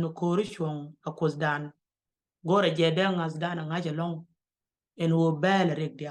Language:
Nuer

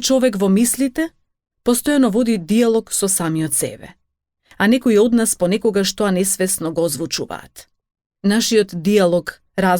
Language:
Macedonian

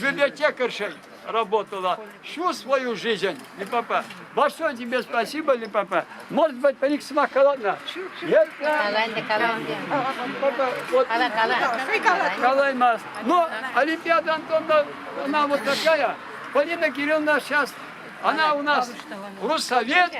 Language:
Chuvash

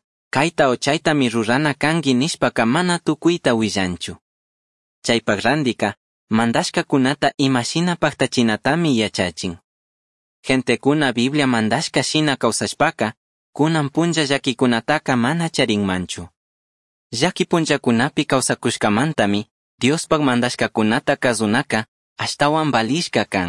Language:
Chimborazo Highland Quichua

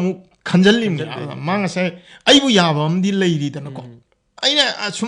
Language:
Manipuri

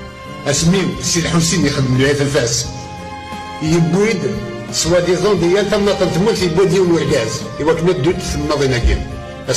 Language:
Kabyle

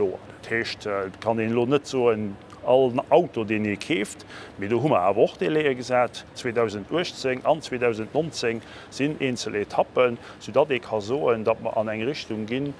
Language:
Luxembourgish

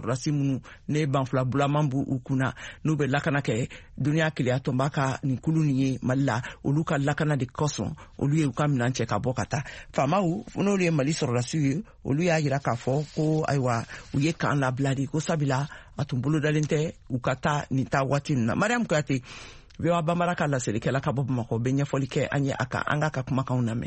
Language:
Bambara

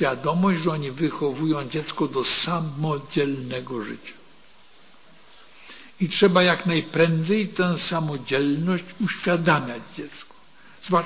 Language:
Polish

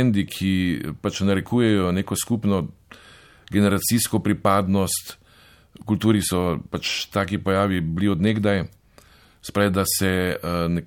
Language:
Slovenian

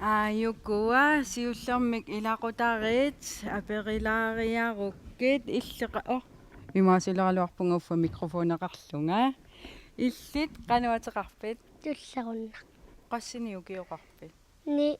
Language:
Kalaallisut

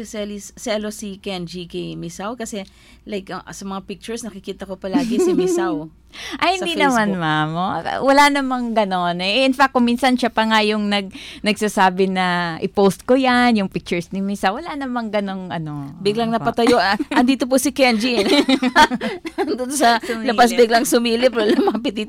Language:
Filipino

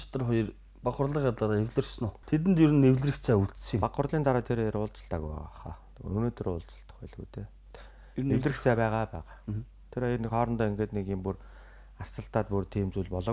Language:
Mongolian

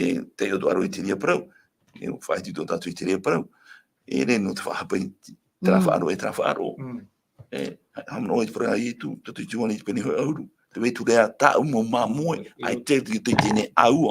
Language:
Tahitian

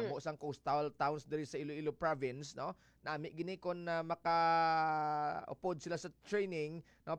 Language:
Hiligaynon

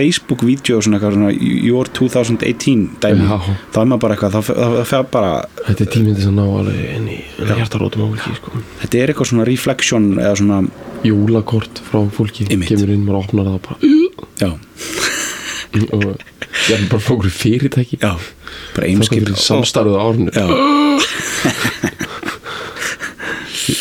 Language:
Icelandic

